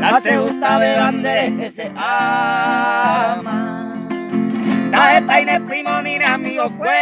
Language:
Guarani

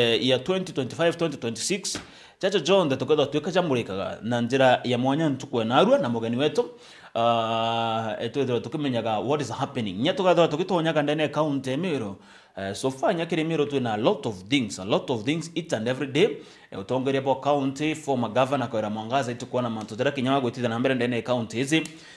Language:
Meru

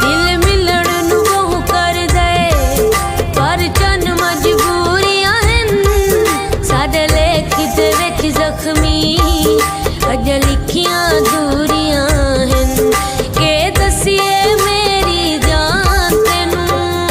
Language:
Pahari-Potwari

